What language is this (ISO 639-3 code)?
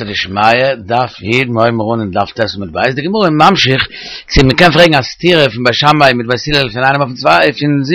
yid